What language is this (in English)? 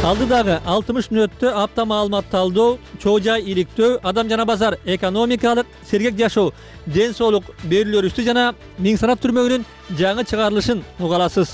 Kyrgyz